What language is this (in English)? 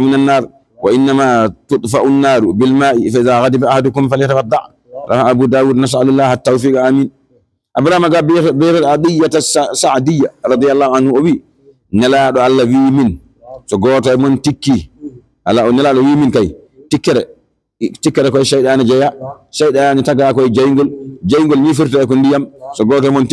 Fula